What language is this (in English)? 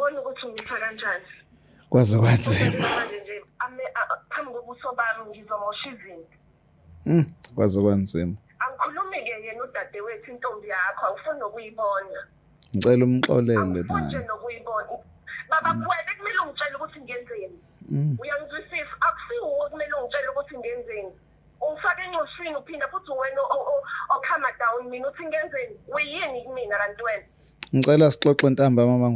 Zulu